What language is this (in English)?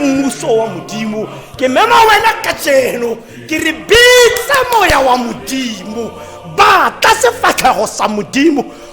Tswana